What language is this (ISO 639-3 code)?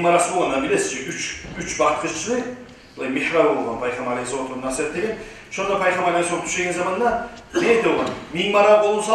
kum